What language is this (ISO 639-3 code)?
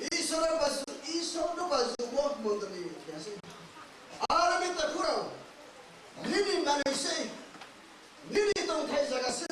ria